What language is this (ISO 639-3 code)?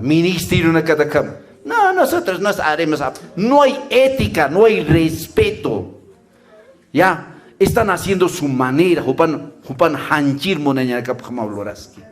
aym